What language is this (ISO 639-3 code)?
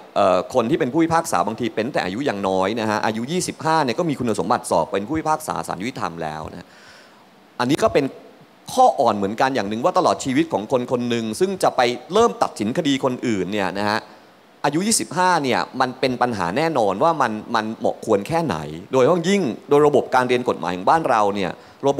tha